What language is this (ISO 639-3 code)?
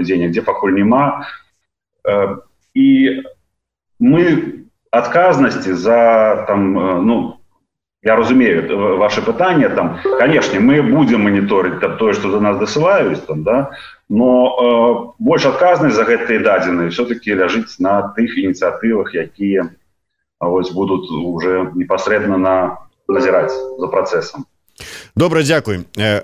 bel